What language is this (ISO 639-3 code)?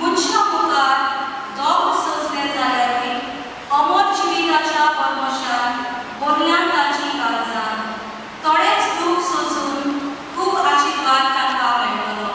kok